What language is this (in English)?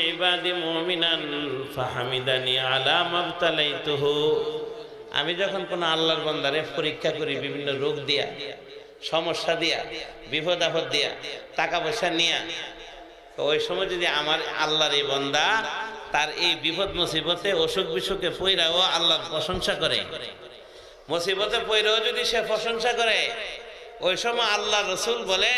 Bangla